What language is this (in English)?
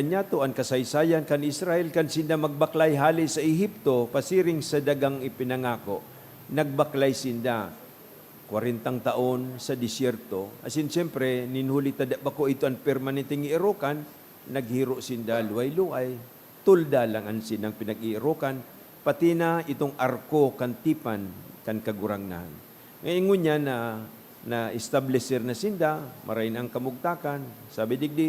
Bikol